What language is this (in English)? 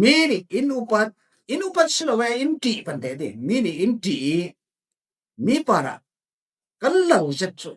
Falam Chin